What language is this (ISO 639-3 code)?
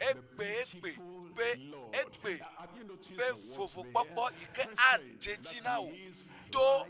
ewe